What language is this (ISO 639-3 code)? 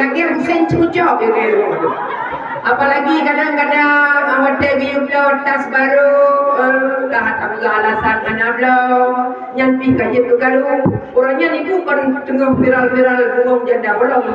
ace